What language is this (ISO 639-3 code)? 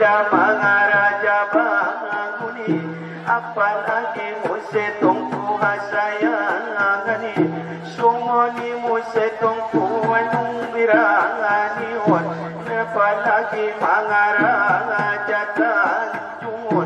akb